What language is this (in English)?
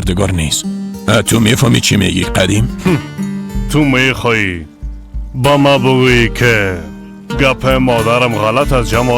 Persian